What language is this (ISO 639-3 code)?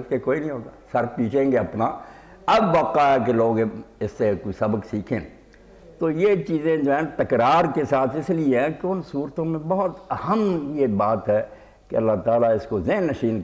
urd